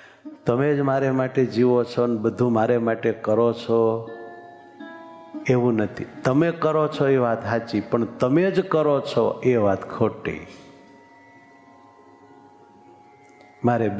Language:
Gujarati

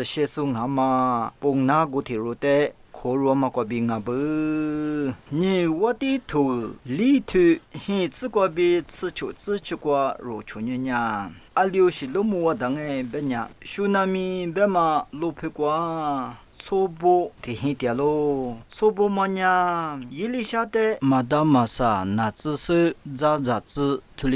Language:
Lisu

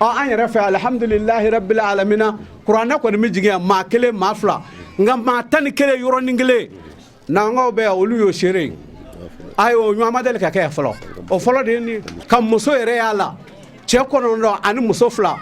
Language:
Bambara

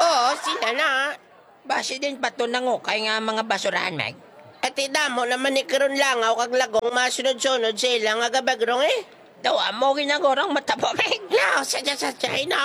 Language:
Hiligaynon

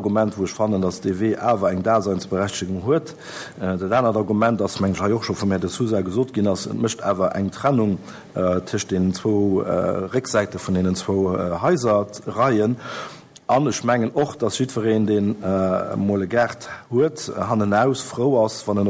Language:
Luxembourgish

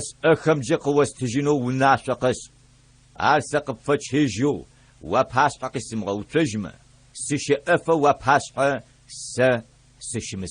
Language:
Adyghe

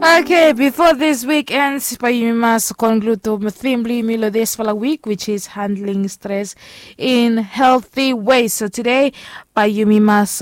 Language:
Bislama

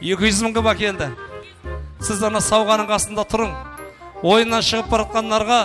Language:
Kara-Kalpak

